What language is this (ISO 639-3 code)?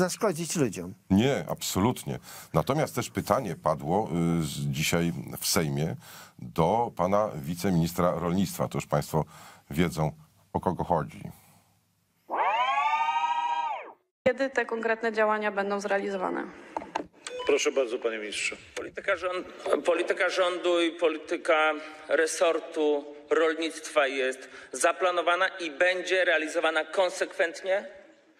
pol